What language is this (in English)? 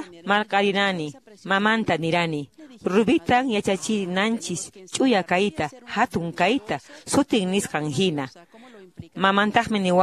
Quechua